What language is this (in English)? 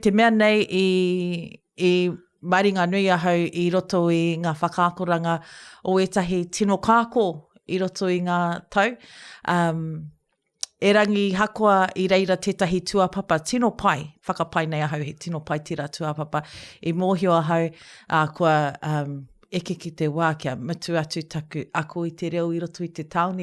Māori